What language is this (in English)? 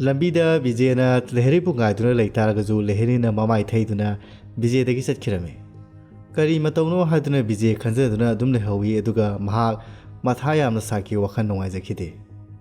Manipuri